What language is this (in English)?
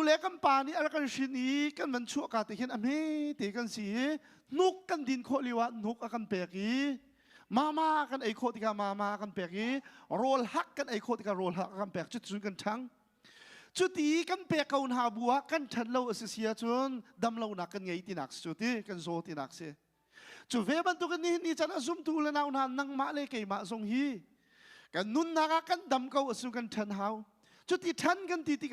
Hakha Chin